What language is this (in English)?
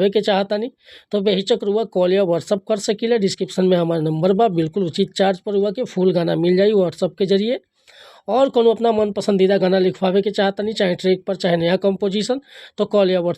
Bhojpuri